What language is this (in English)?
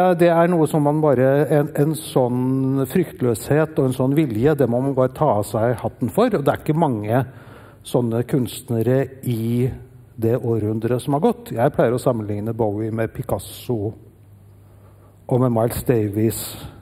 Norwegian